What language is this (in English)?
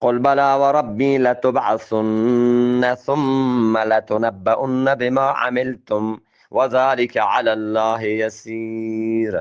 Eastern Balochi